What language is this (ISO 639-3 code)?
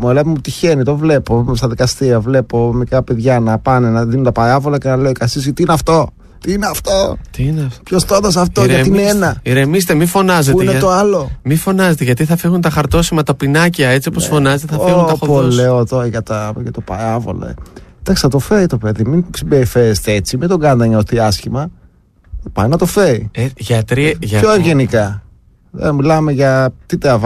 ell